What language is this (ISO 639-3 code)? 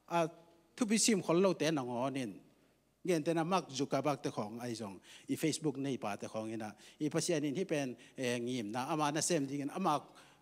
ctd